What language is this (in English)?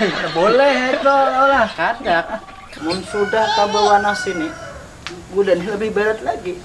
Banjar